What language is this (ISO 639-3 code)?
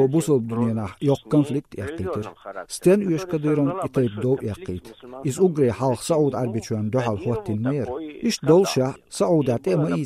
che